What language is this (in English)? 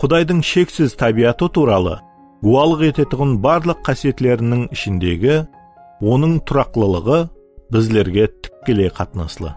Kara-Kalpak